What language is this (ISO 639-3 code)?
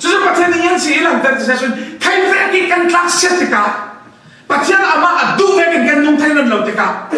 cfm